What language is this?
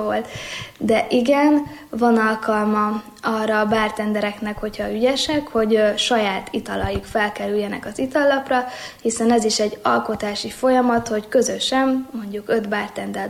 Hungarian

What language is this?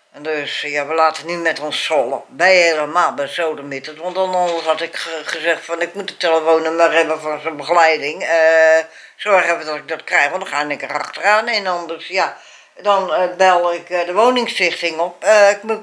Dutch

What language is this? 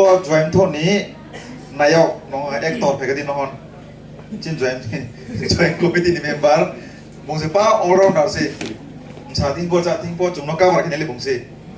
Riang (India)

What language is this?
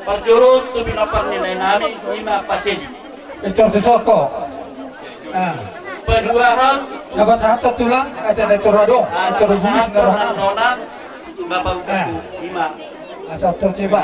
Batak Toba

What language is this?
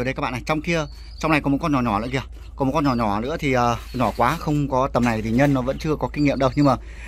Vietnamese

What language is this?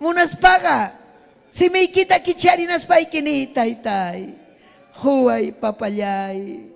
Ayacucho Quechua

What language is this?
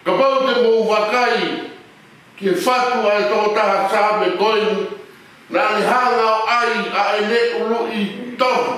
Tongan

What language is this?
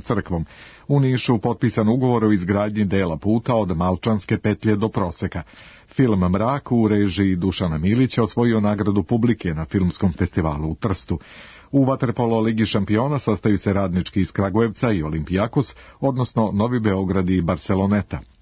Serbian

